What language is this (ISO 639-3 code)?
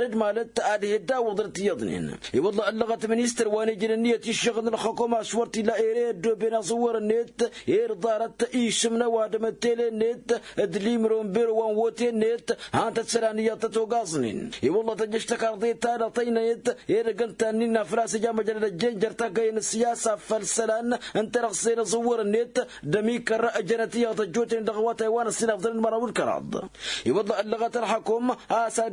taq